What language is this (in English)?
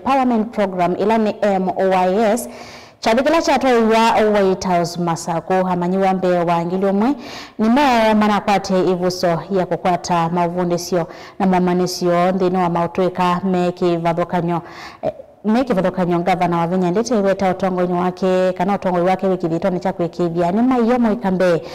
Kamba